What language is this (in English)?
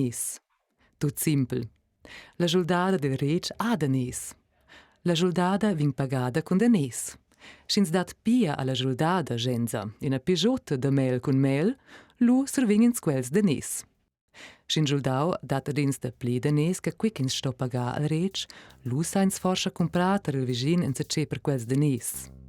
Romansh